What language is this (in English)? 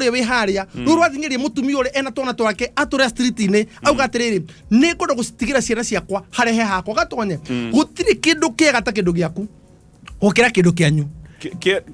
Kikuyu